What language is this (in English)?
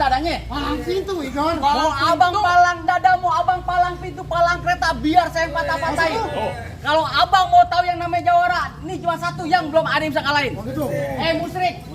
Betawi